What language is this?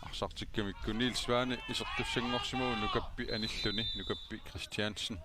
Kalaallisut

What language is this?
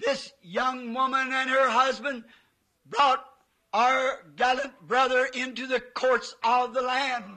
Swati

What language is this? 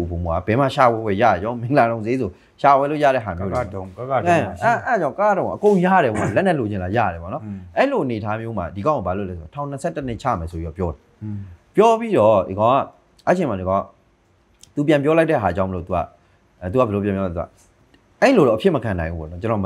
Burmese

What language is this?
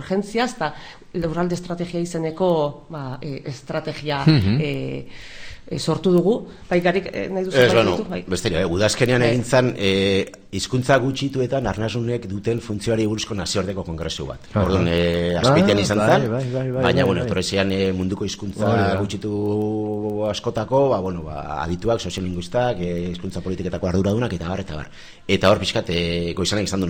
Basque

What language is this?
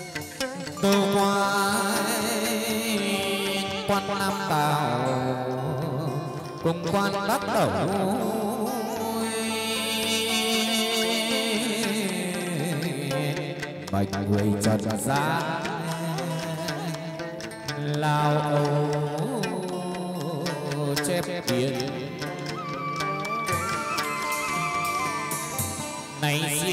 Vietnamese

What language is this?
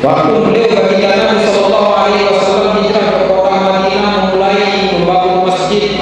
Sasak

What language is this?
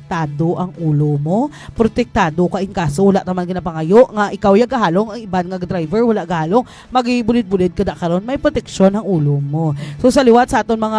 Hiligaynon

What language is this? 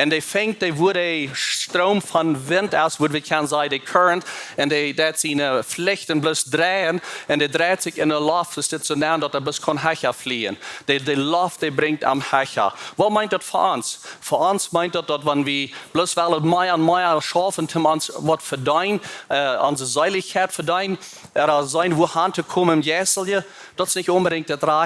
Plautdietsch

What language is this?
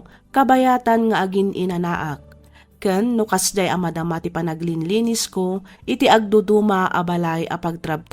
Iloko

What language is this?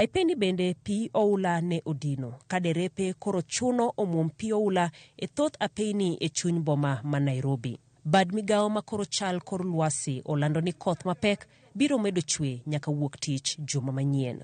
Luo (Kenya and Tanzania)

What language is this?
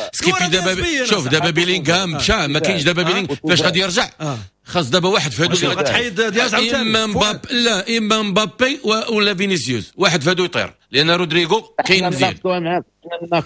Moroccan Arabic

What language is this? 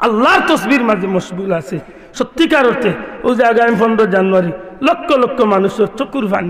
Sylheti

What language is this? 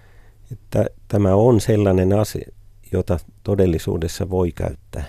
Finnish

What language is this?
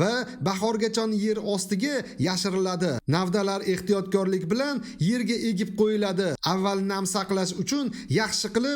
Uzbek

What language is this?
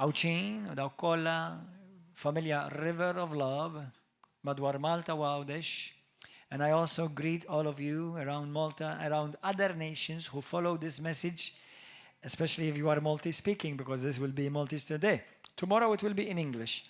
Maltese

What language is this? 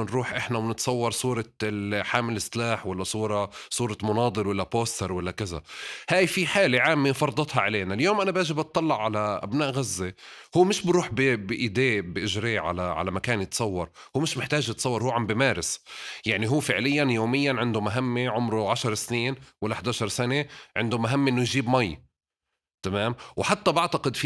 North Levantine Arabic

